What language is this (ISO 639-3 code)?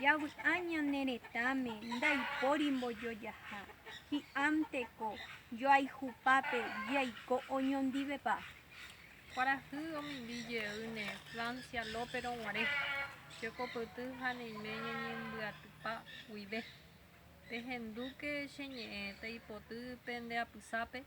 grn